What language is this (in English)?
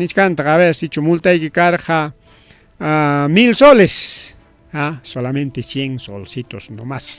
Ayacucho Quechua